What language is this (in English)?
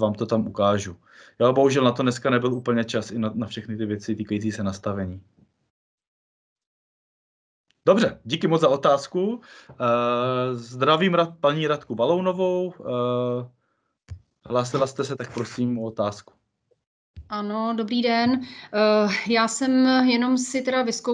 Czech